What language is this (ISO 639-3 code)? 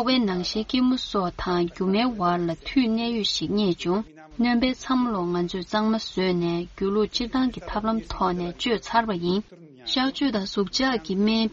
bod